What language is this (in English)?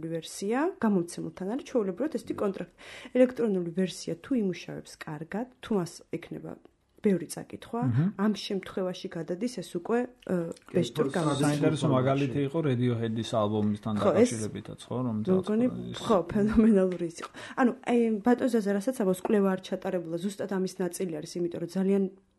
Georgian